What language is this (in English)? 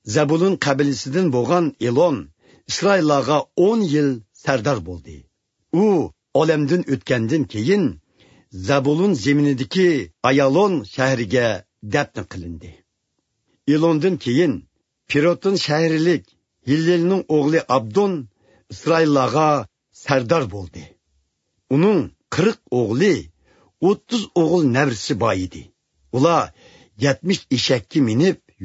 Uyghur